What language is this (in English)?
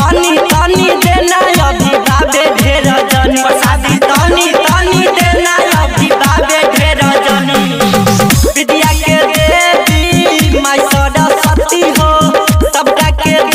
Bhojpuri